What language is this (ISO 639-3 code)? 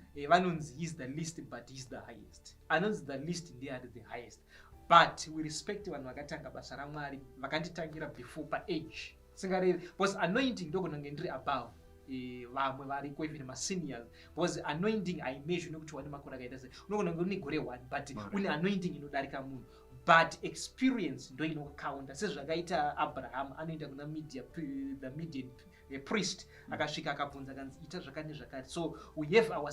sna